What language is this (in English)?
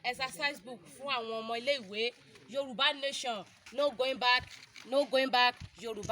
Yoruba